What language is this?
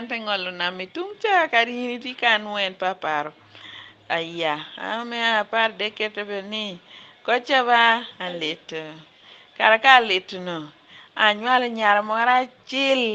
Lango (Uganda)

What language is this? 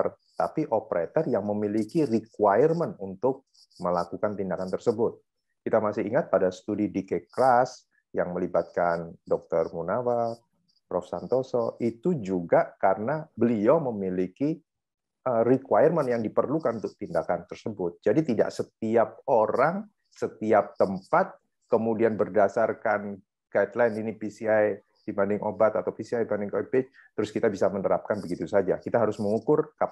Indonesian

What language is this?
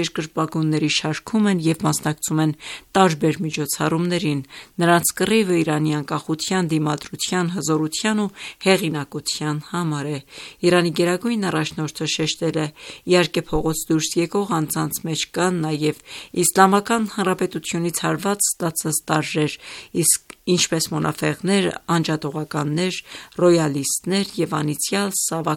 Armenian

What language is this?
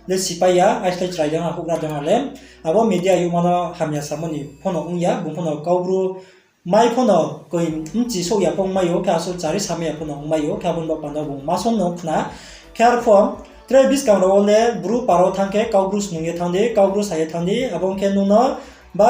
Riang (India)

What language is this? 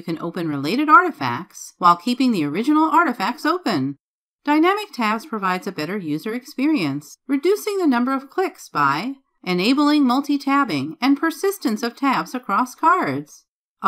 English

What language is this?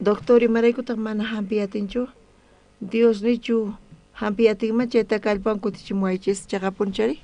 South Bolivian Quechua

